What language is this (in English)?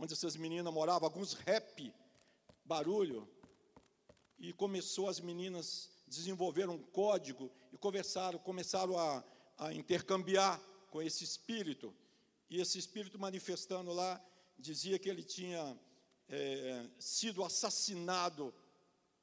Portuguese